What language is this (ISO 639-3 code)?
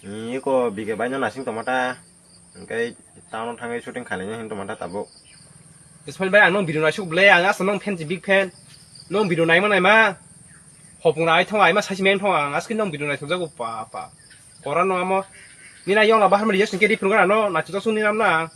trp